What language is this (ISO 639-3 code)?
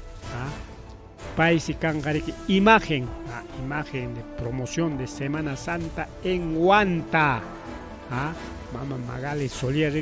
quy